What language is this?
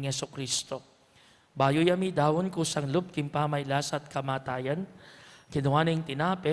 Pampanga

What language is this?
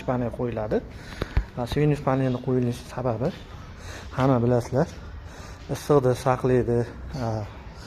Uzbek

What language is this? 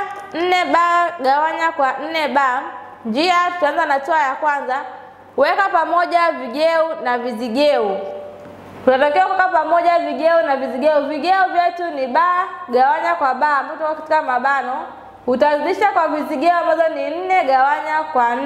Swahili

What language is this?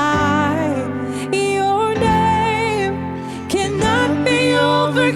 Morisyen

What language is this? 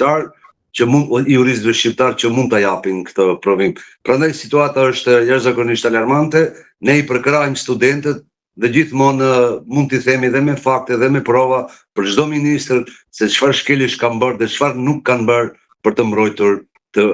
Albanian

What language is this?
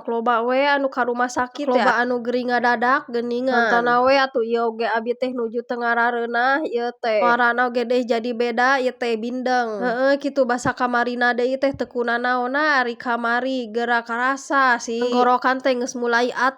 Sundanese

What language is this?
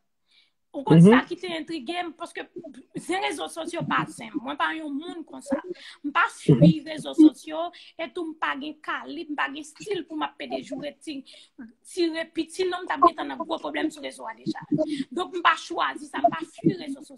Haitian Creole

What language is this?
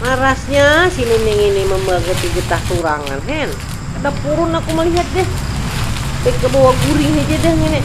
Banjar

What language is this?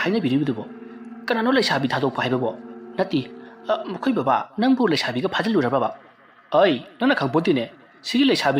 Manipuri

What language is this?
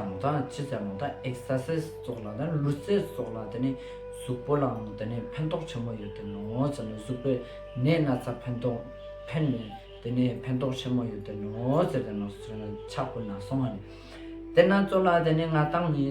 Ladakhi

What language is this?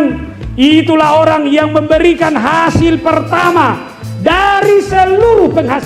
Batak Toba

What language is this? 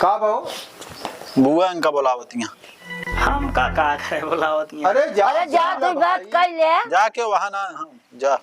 Awadhi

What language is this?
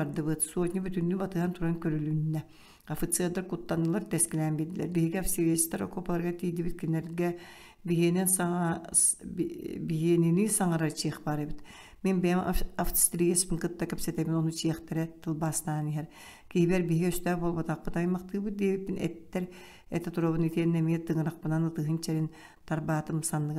Yakut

